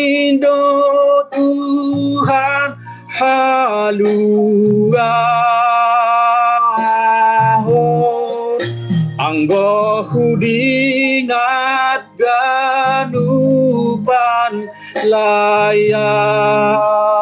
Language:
Batak Simalungun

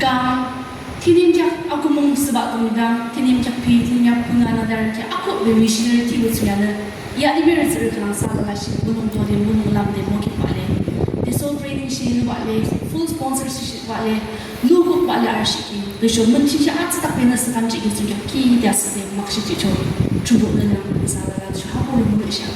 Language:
Yimchungru Naga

